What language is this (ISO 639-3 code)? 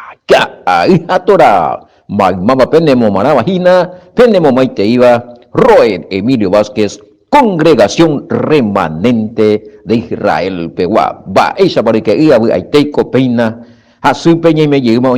grn